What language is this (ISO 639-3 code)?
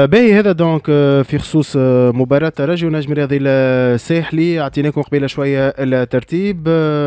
aeb